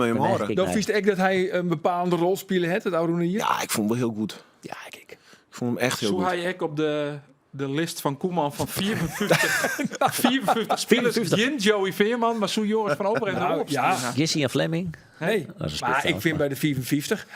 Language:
Western Frisian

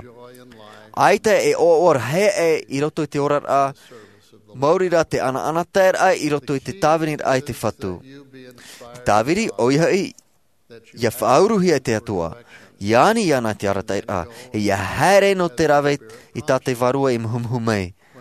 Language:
Tahitian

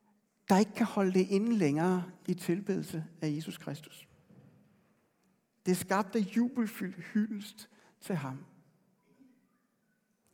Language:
Danish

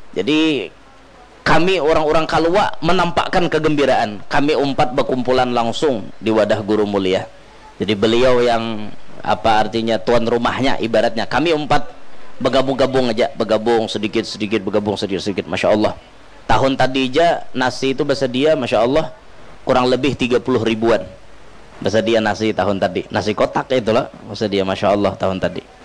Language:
Banjar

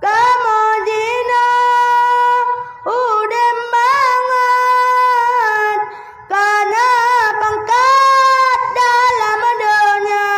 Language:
Achinese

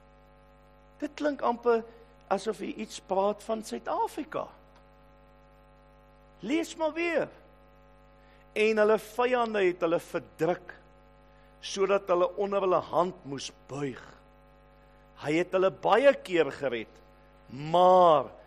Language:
Afrikaans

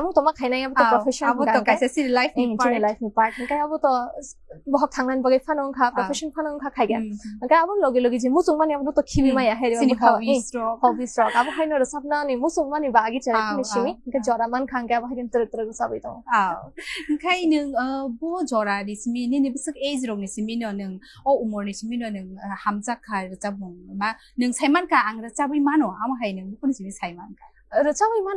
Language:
Kok Borok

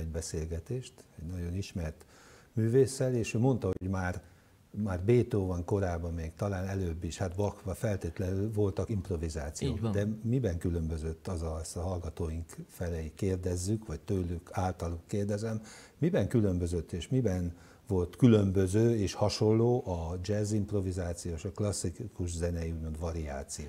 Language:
Hungarian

